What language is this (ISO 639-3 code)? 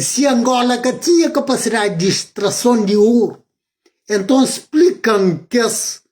kea